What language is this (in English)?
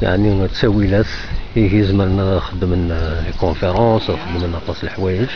Kabyle